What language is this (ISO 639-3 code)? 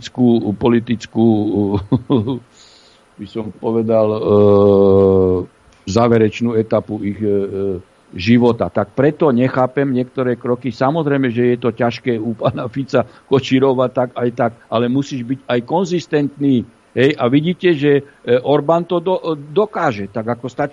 slk